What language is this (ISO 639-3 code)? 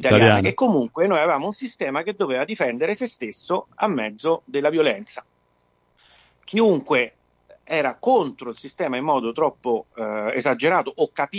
ita